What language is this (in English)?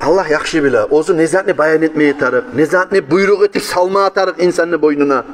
Kumyk